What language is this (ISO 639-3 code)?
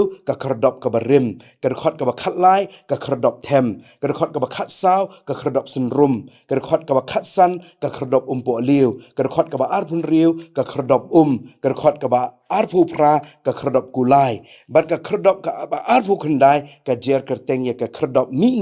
kha